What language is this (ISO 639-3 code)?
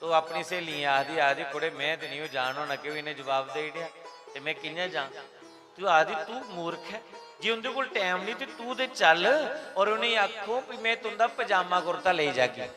doi